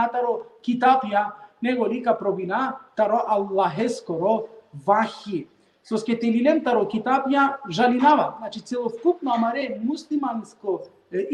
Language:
Balkan Romani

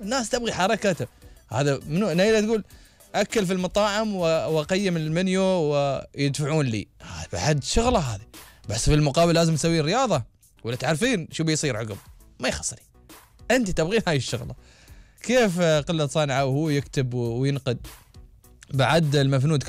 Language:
Gulf Arabic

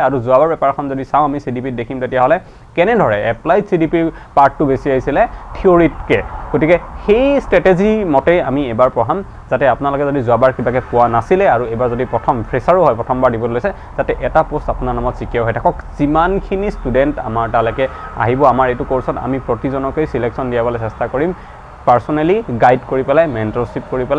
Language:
Assamese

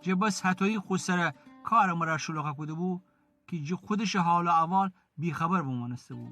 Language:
Gilaki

